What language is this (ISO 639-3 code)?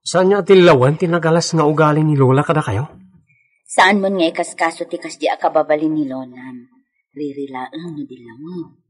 ilo